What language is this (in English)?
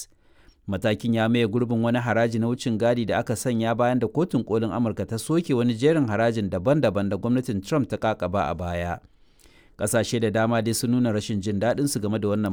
Hausa